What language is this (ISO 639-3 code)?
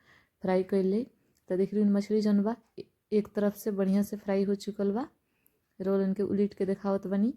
bho